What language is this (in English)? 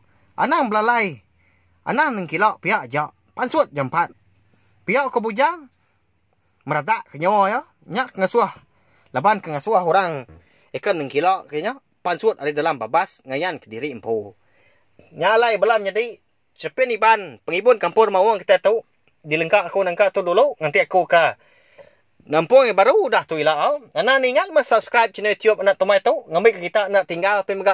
Iban